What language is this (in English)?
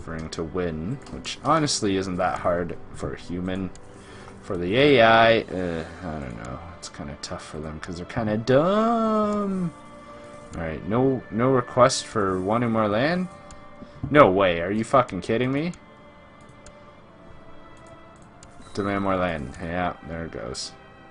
English